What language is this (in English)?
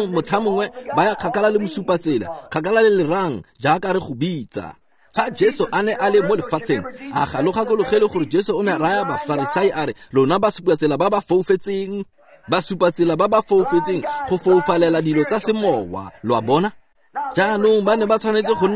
Tswana